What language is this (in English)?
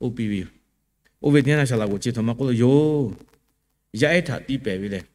Lahu